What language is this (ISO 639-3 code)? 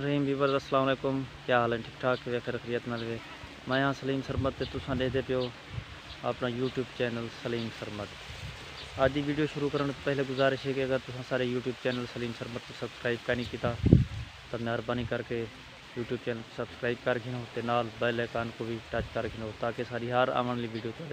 skr